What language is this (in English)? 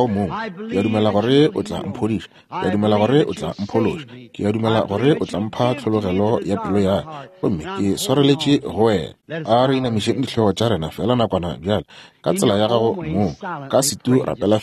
Northern Sotho